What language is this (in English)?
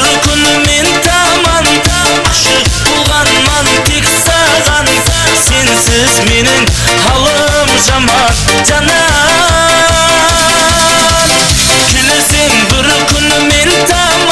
Kara-Kalpak